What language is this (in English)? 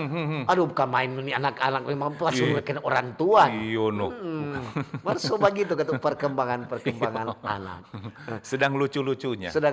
Manado Malay